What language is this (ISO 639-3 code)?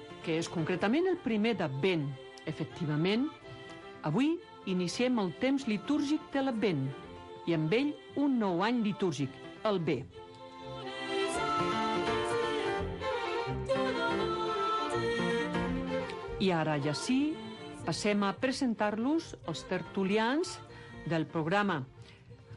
cat